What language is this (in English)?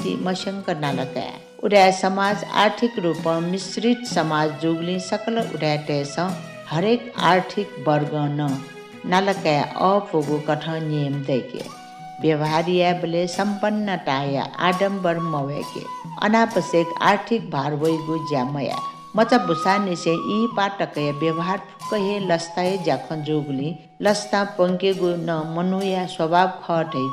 Newari